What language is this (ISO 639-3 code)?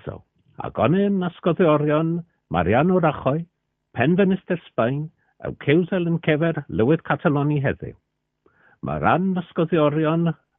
cor